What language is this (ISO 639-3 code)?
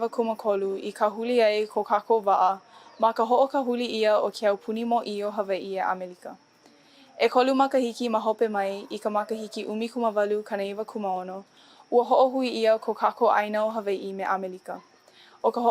haw